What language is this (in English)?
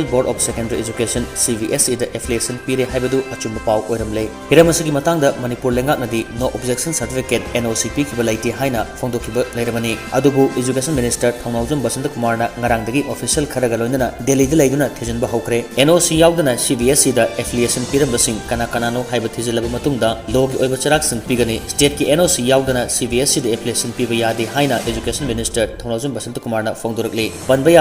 Manipuri